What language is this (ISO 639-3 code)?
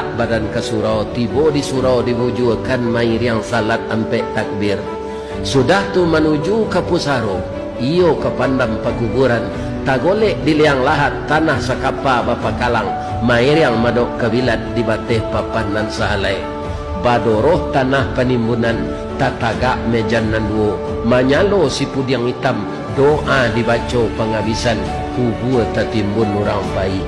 min